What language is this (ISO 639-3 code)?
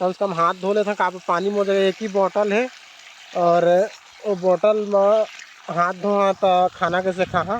hne